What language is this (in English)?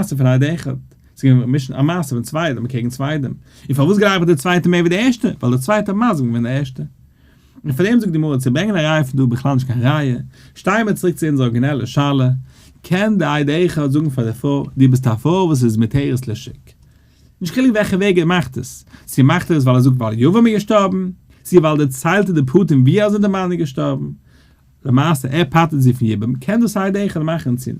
Yiddish